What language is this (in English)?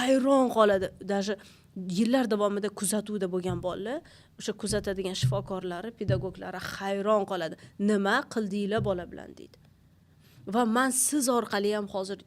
Uzbek